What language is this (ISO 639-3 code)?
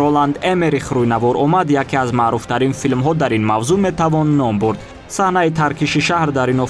tgk